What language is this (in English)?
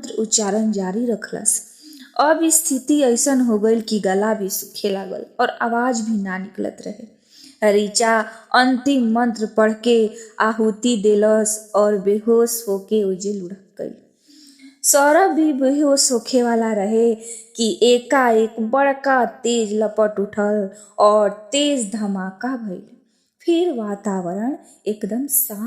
Bhojpuri